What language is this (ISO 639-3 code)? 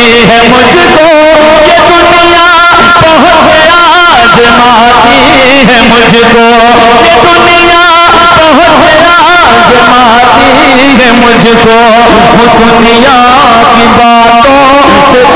urd